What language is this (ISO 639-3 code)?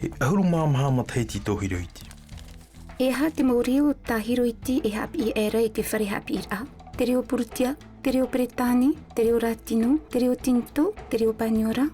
tah